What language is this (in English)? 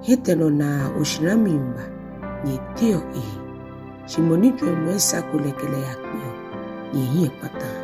Ga